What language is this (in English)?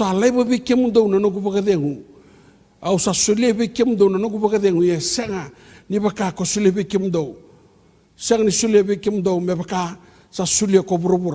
Fijian